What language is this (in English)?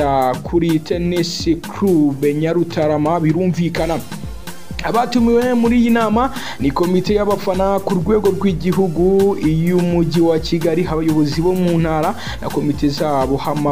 Kinyarwanda